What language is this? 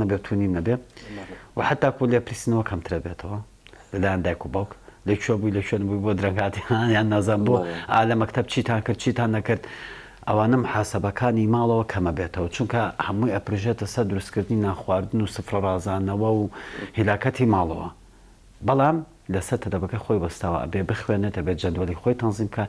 Central Kurdish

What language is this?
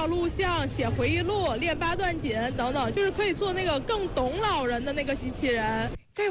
Chinese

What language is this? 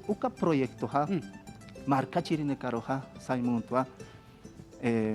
Aymara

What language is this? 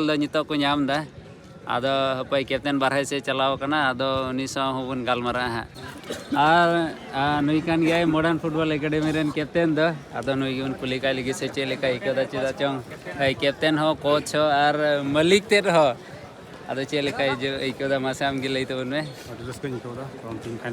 Santali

